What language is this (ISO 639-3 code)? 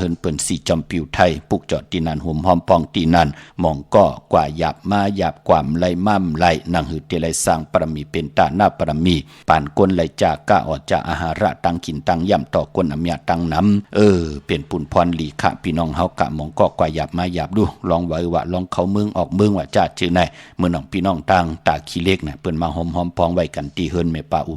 shn